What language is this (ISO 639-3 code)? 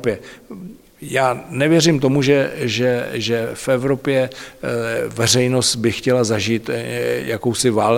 ces